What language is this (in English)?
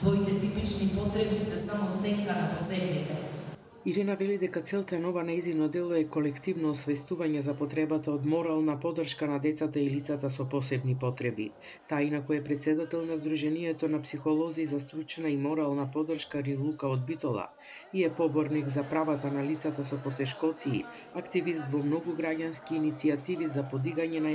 Macedonian